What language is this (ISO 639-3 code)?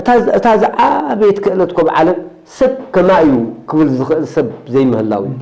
tir